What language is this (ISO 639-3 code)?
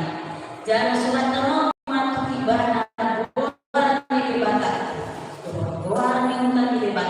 bbc